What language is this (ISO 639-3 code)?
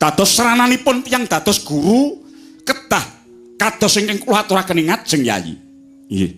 jav